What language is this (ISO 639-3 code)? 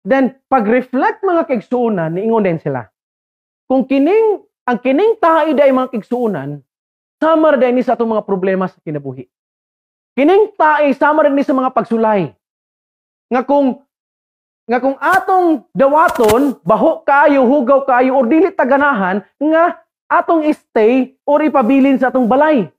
ceb